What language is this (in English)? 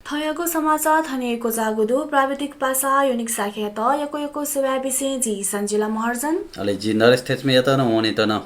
Newari